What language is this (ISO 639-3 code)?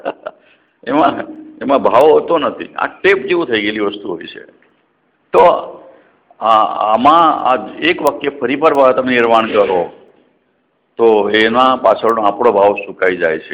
guj